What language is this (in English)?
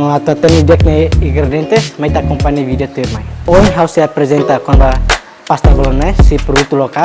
Tetum